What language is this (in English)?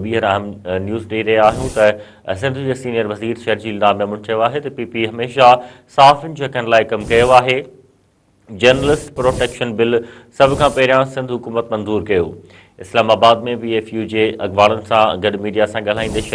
Sindhi